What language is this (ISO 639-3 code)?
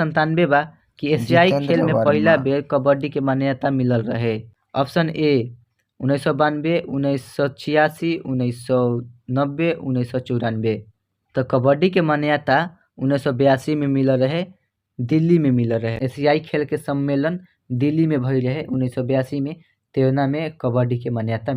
bho